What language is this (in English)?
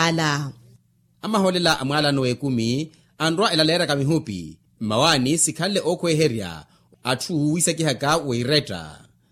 Makhuwa